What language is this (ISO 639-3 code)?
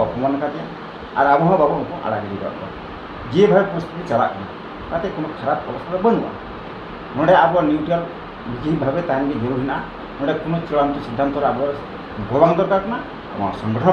sat